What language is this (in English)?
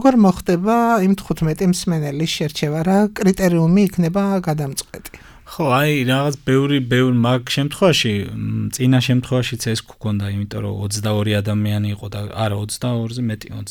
Georgian